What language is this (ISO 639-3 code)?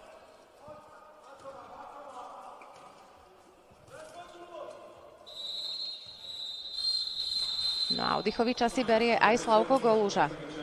slk